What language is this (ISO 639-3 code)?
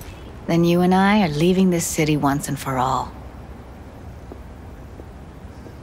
eng